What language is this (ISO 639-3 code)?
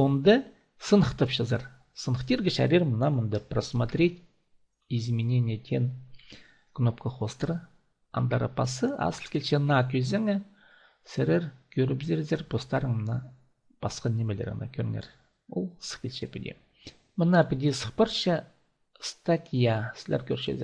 kjh